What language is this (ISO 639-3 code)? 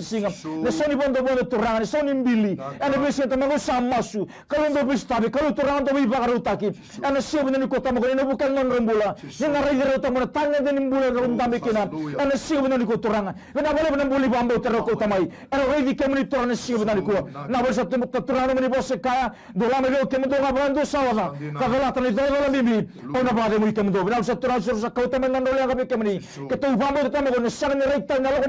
fij